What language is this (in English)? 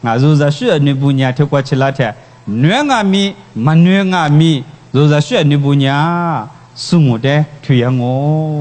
Lisu